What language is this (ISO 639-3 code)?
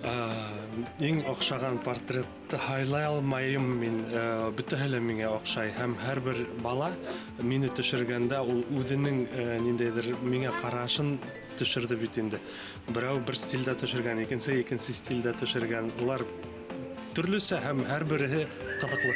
bak